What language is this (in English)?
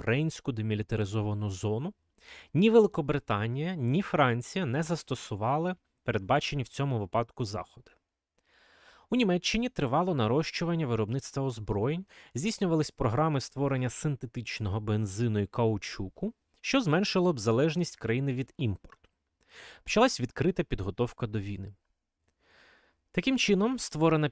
Ukrainian